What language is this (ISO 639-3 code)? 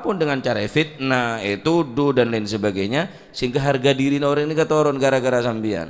mad